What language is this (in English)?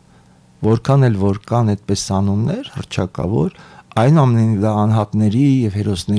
Armenian